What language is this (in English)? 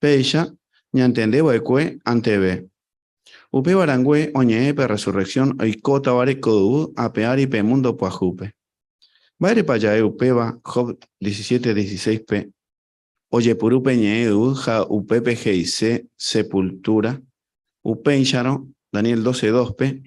Guarani